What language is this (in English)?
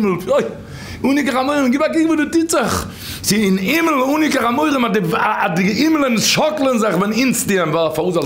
Yiddish